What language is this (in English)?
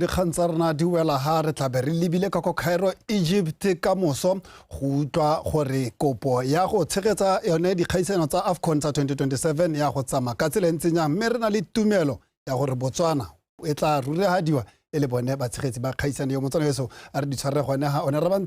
Tswana